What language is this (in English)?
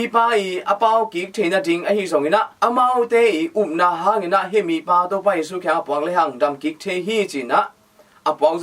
Tedim Chin